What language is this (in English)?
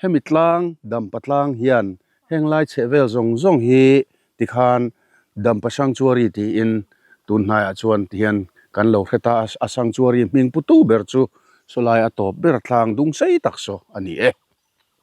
Mizo